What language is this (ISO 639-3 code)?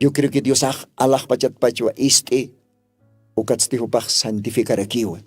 aym